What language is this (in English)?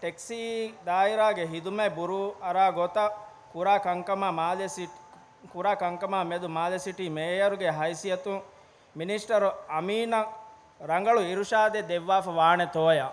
Divehi